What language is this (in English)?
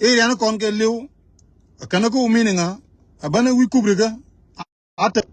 Nuer